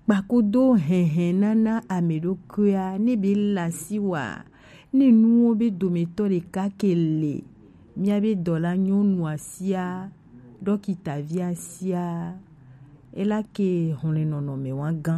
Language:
Gen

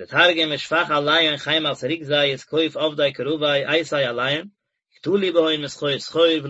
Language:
Yiddish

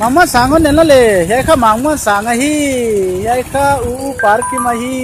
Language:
Paite Chin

